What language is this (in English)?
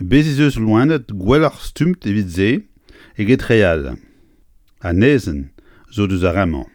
Breton